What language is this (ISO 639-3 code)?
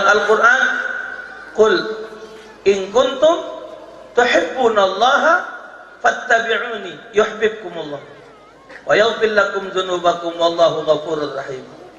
mui